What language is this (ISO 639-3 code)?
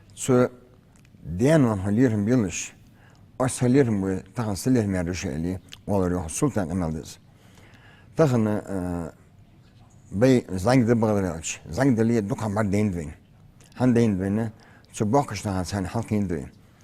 inh